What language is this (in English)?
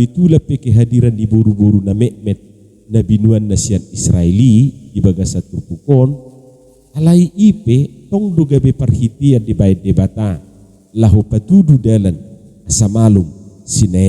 Batak Toba